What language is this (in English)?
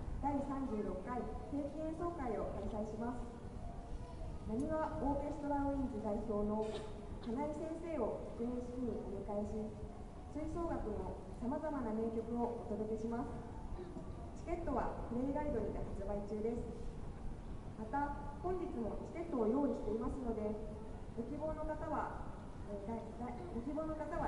Japanese